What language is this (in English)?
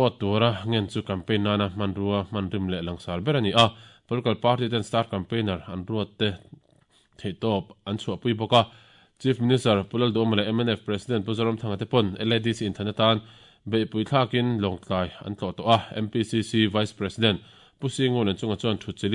Mizo